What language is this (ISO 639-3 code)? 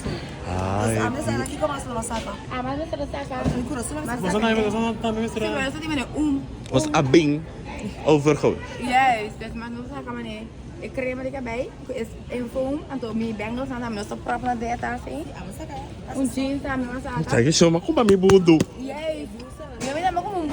pap